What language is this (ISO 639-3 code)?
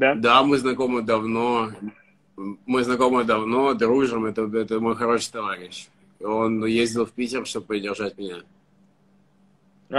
rus